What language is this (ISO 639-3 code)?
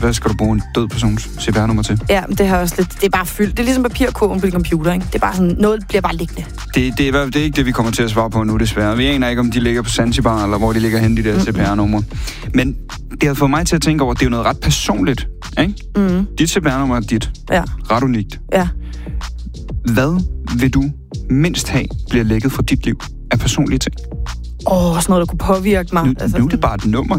dan